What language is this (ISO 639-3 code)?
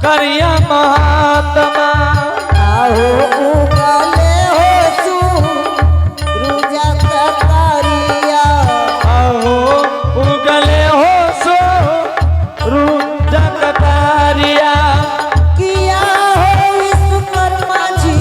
anp